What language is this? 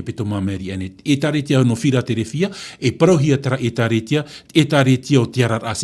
Tahitian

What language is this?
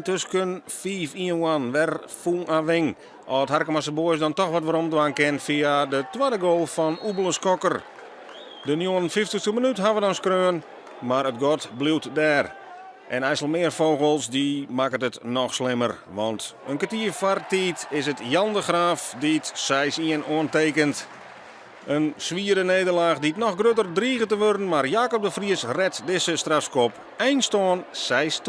Western Frisian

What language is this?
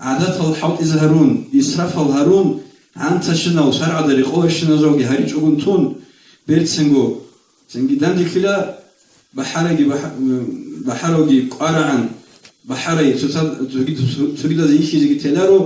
Avaric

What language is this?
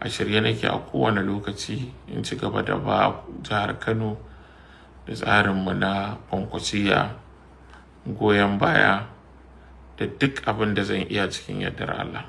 Hausa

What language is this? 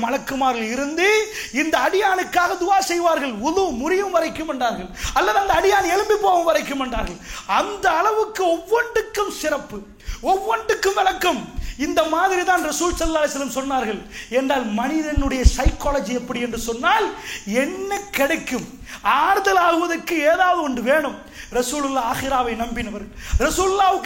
Tamil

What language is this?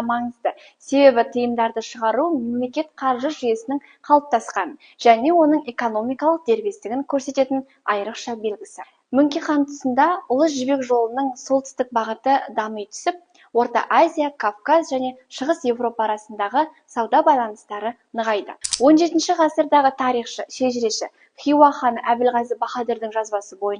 Kazakh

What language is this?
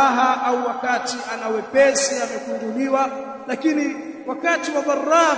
Swahili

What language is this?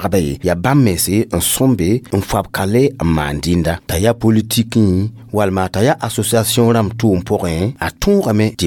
Mossi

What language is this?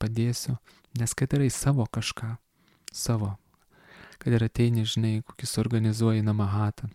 Lithuanian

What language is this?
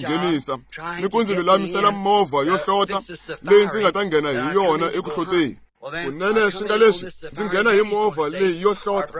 Tsonga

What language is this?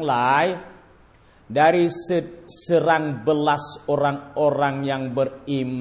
Thai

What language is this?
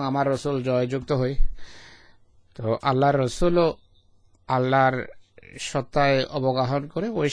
Bangla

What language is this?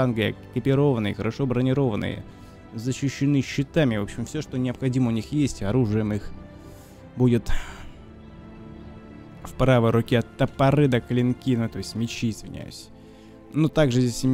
Russian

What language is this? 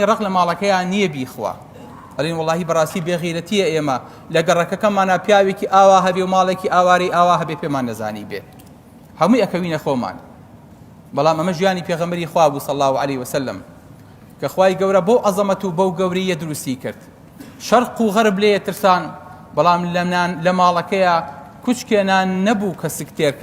Central Kurdish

